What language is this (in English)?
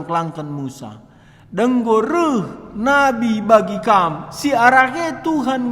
Batak Karo